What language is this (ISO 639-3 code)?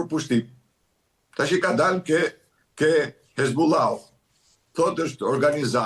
sqi